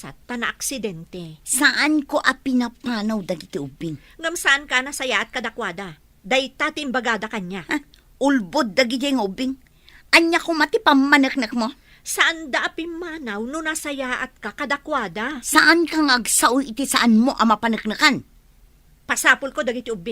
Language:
Iloko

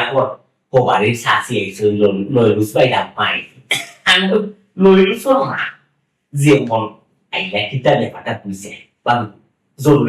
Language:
Sylheti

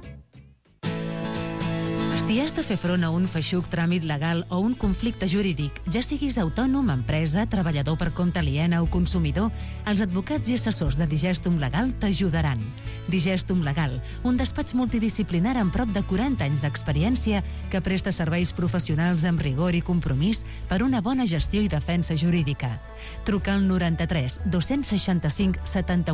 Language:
Catalan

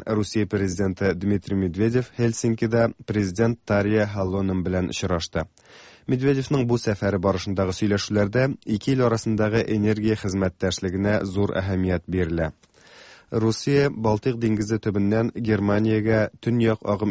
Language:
Tatar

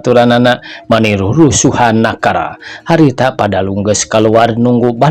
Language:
Sundanese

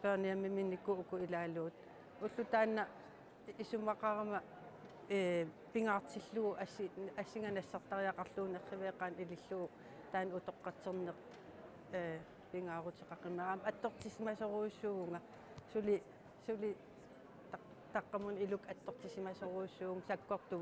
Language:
Kalaallisut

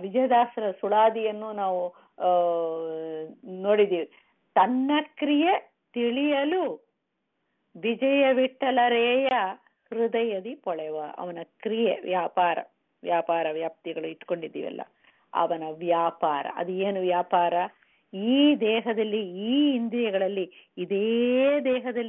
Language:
Kannada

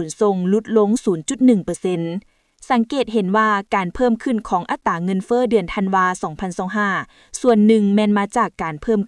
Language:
Lao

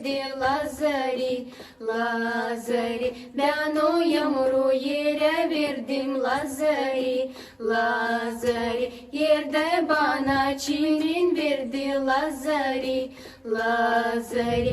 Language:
Gagauz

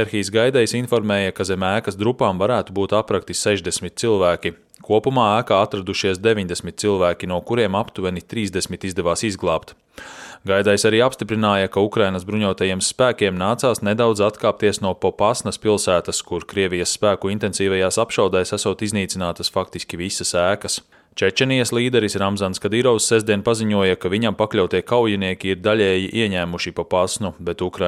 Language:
Latvian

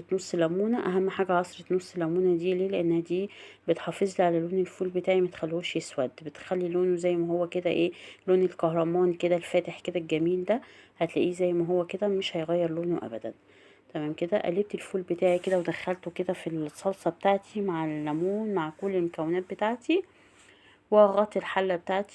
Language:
Egyptian Arabic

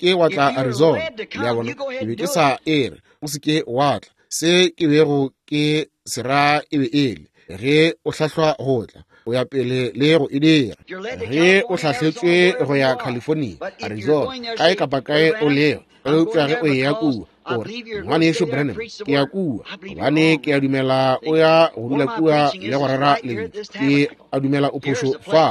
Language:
Northern Sotho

